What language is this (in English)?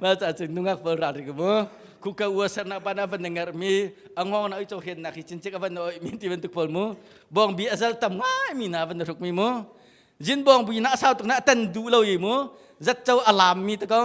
Hakha Chin